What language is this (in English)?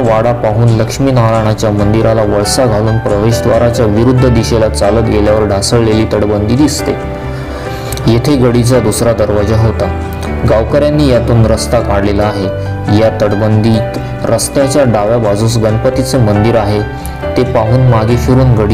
Marathi